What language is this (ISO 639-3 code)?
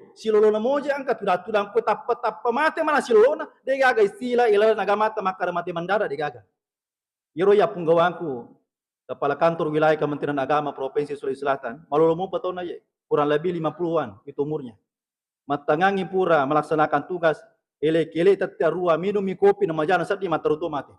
bug